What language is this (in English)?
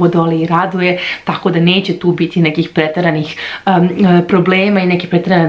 Serbian